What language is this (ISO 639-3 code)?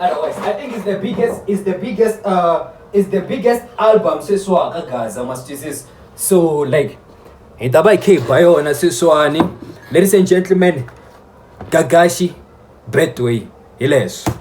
tso